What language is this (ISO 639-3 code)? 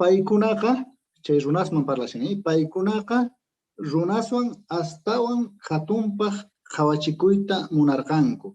que